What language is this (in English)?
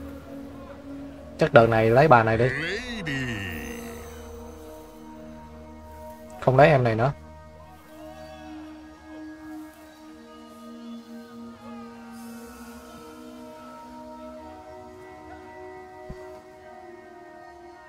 Vietnamese